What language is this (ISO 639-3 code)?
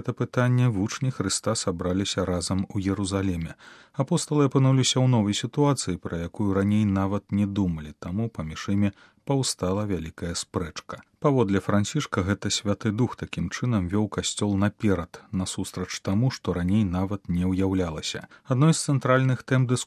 bel